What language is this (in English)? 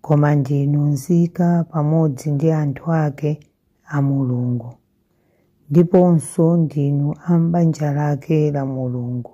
Nyanja